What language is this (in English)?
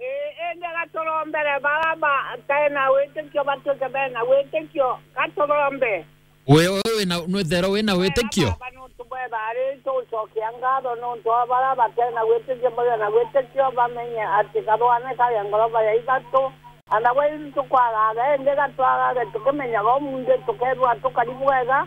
Meru